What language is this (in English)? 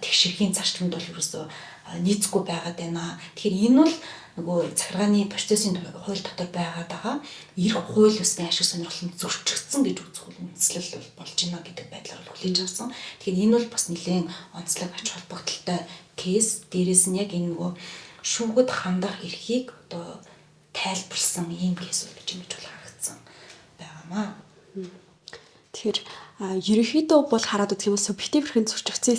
Mongolian